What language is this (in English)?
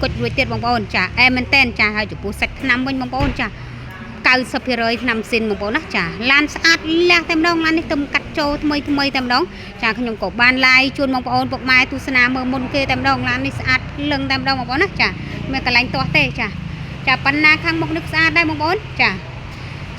Khmer